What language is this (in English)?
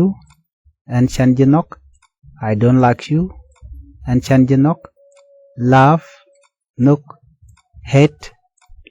Nuer